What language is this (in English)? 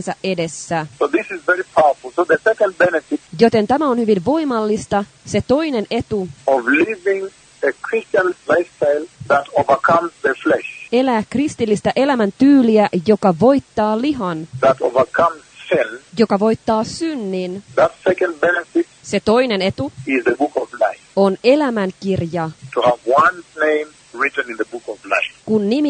Finnish